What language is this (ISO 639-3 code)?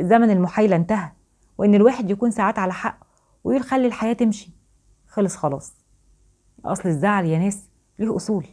arz